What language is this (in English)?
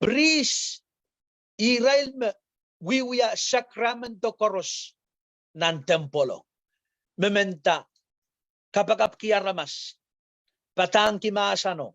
Pohnpeian